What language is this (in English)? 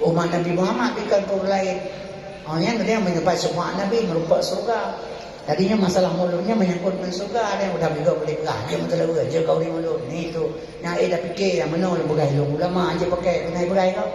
Achinese